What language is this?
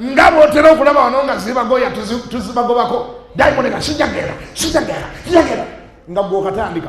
Ganda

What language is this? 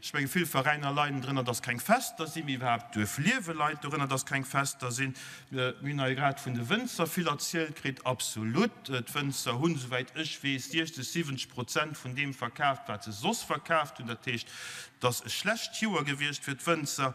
Luxembourgish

